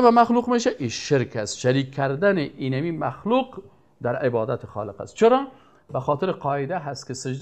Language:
Persian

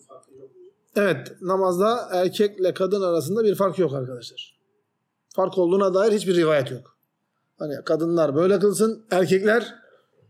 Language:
Turkish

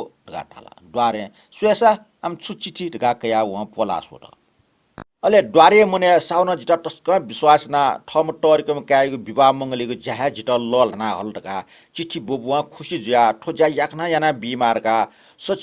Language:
Newari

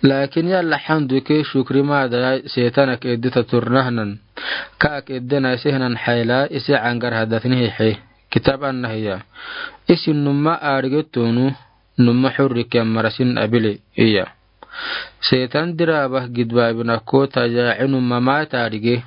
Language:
Afar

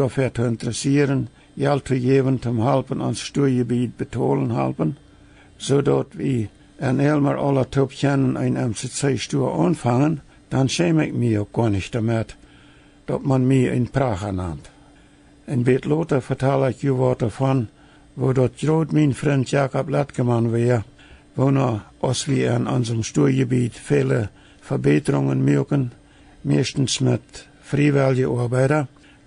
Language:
Plautdietsch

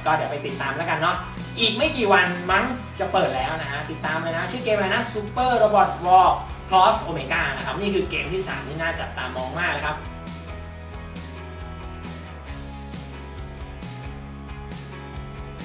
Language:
Thai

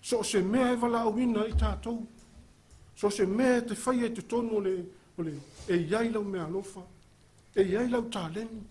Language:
Samoan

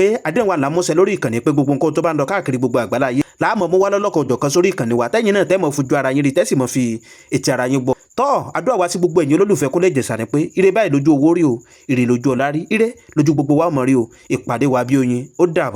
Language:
Yoruba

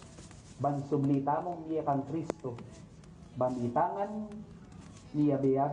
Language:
Pampanga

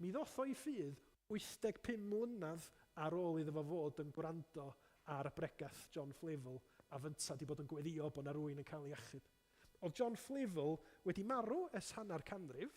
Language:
Welsh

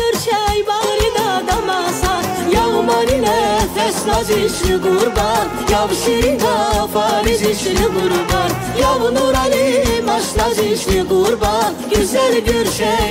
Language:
Tabassaran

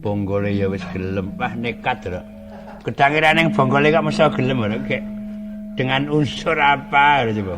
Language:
Javanese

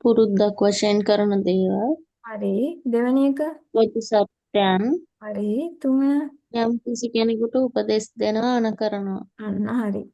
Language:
Sinhala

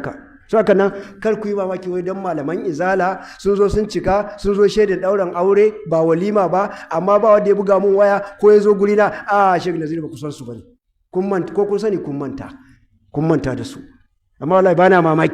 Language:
Hausa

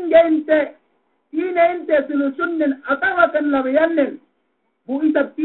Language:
Yakan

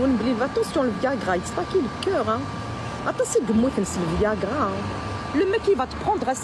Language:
Kabyle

